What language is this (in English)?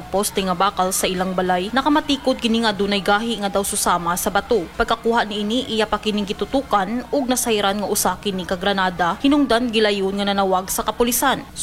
Cebuano